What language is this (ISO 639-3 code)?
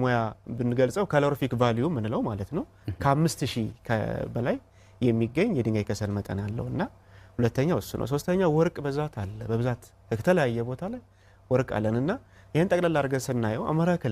amh